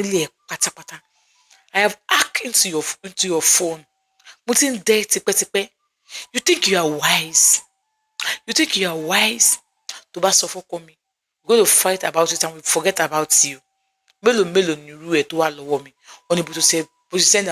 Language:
Yoruba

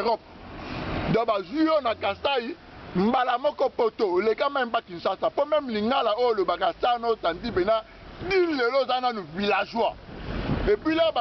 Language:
Lingala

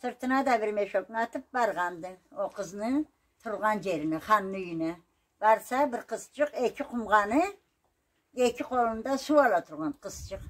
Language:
Karachay-Balkar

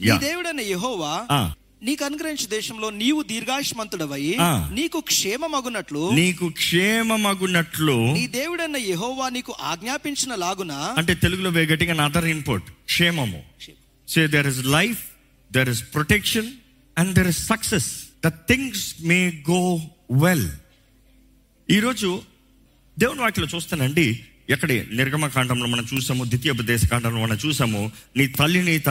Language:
Telugu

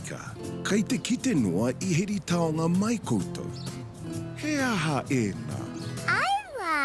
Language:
Māori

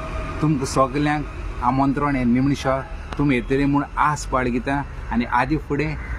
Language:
Konkani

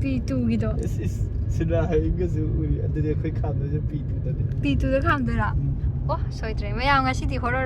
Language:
Manipuri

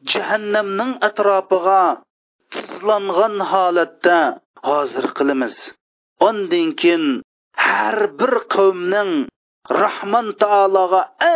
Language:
Uyghur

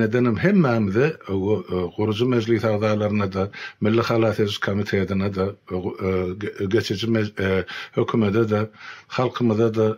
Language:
Turkmen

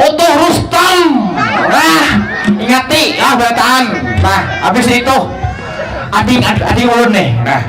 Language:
Banjar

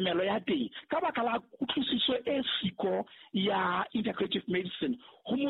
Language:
Southern Sotho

